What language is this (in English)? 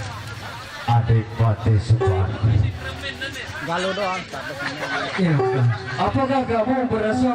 Sasak